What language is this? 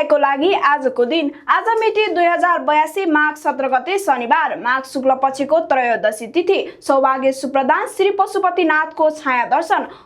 Nepali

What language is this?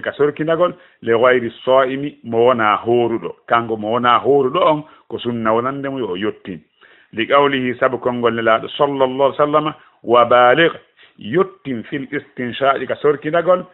Fula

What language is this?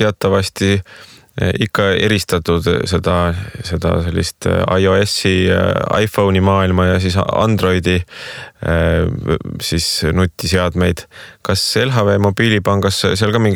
Estonian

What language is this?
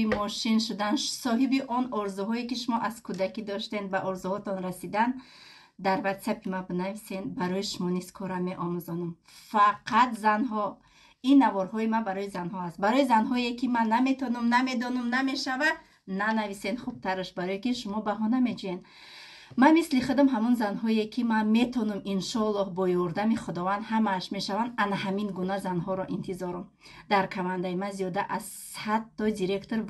Tajik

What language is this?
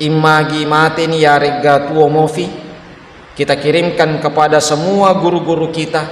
Buginese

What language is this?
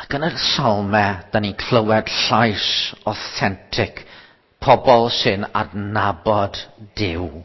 Welsh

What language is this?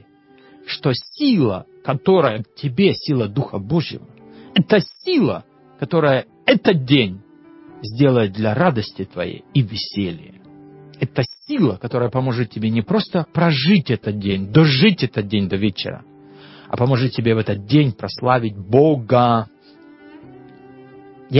Russian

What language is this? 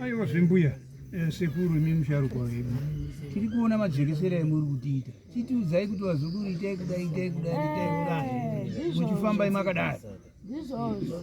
Shona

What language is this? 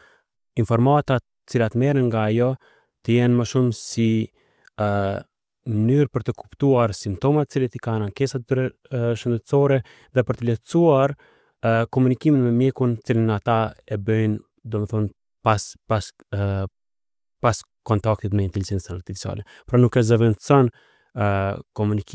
Albanian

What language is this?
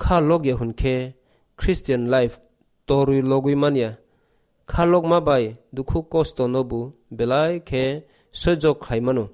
Kok Borok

